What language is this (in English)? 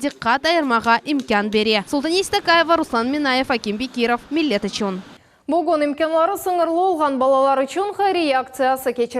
Crimean Tatar